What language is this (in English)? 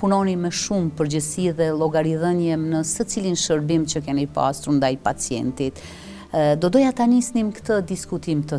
Albanian